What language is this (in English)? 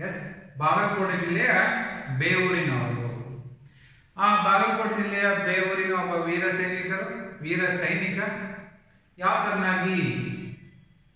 Kannada